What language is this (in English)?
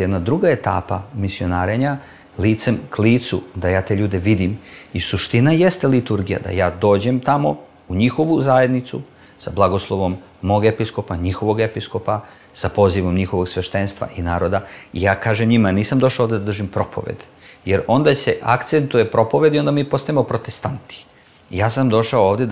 Serbian